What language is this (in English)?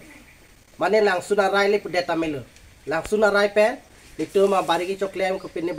Karbi